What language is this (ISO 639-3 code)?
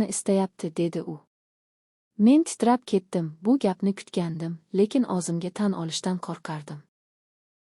uzb